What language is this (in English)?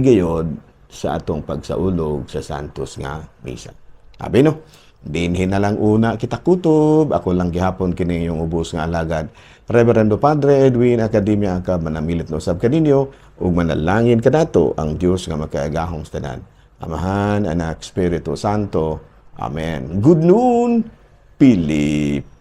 Cebuano